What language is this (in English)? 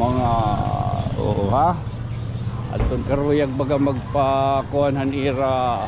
Waray